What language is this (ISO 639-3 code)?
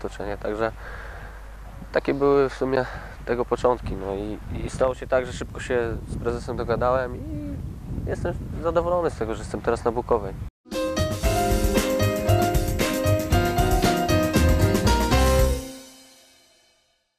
pol